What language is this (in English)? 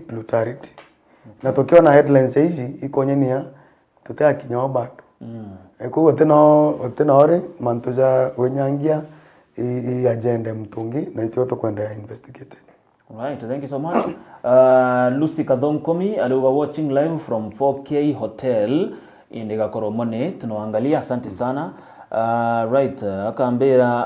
Meru